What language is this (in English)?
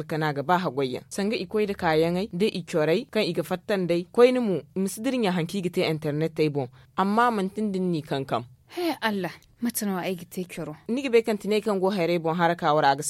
Zarma